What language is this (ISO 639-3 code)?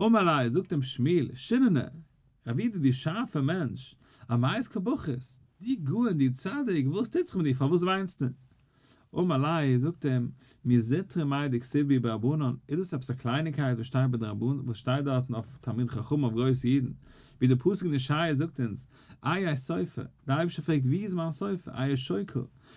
yid